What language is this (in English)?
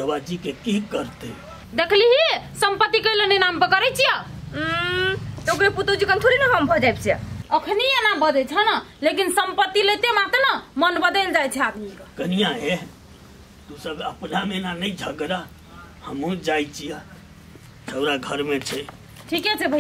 Maithili